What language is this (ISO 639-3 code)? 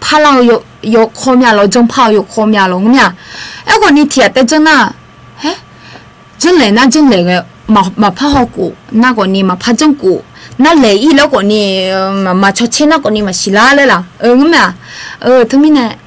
ahk